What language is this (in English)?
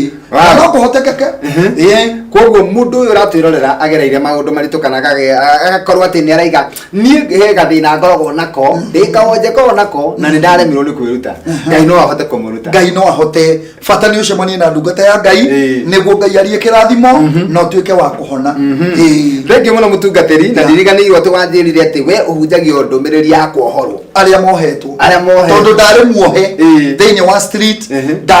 Kikuyu